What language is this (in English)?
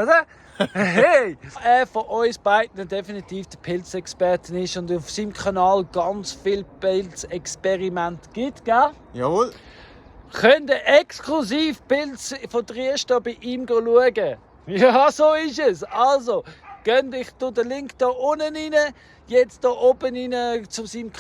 Swiss German